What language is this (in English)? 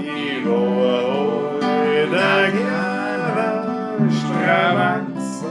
Bavarian